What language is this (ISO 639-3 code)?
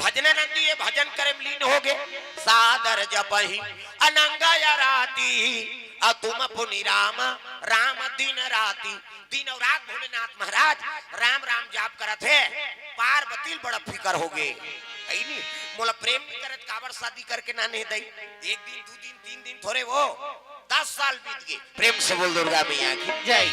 hne